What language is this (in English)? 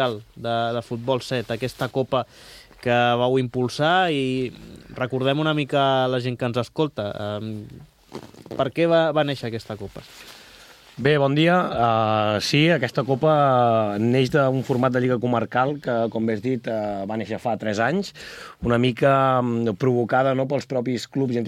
Catalan